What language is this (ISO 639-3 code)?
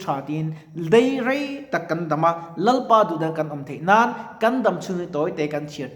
lus